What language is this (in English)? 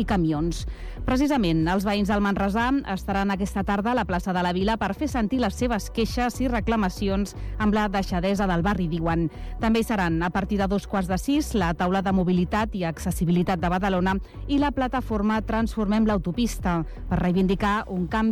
Catalan